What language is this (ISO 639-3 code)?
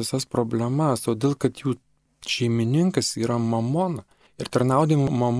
lit